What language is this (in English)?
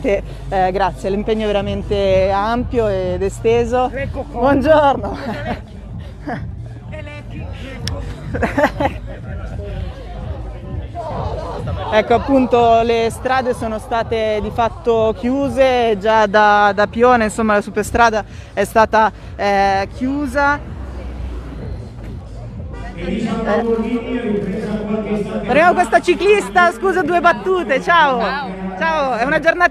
Italian